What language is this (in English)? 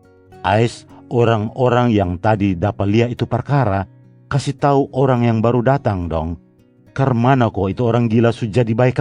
Kupang Malay